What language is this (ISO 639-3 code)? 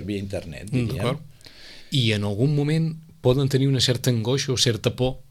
cat